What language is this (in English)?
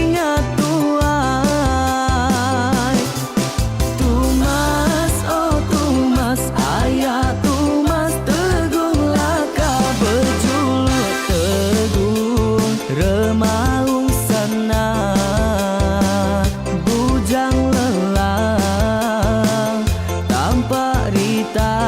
Iban